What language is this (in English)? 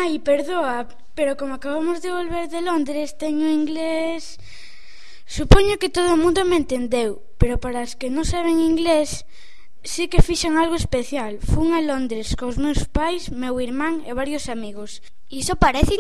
Galician